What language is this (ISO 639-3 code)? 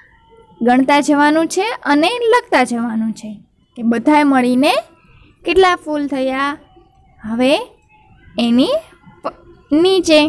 guj